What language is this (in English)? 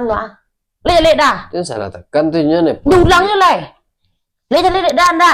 Minangkabau